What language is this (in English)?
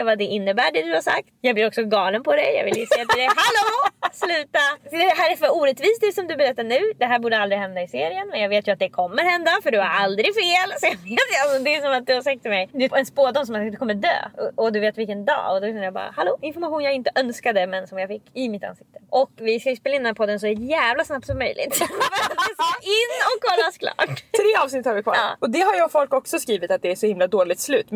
Swedish